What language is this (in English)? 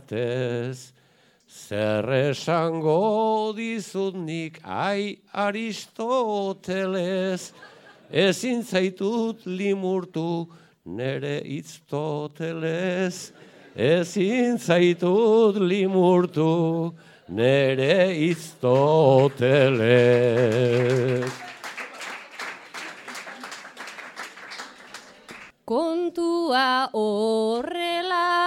Basque